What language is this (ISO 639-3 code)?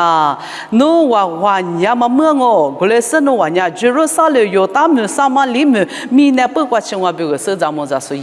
lis